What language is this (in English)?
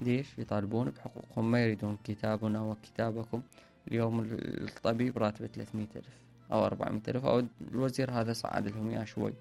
Mesopotamian Arabic